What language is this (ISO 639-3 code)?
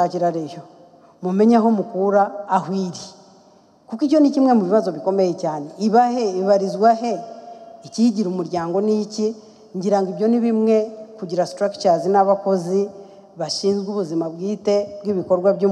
kin